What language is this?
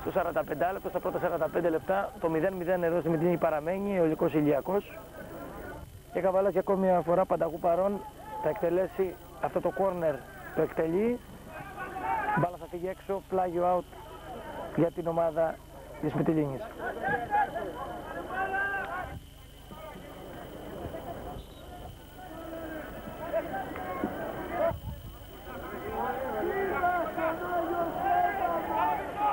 Greek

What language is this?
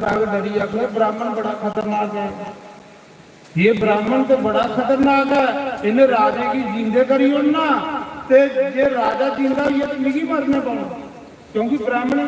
Dogri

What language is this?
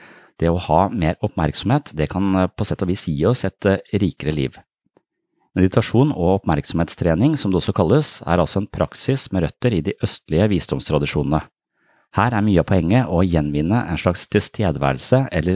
Norwegian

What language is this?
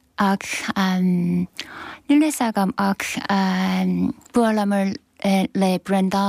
Irish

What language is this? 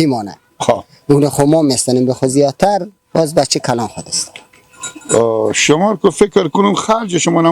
Persian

